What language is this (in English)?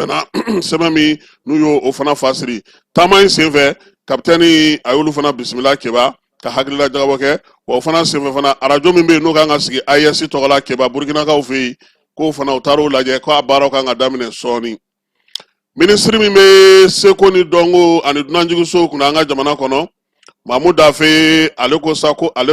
Bambara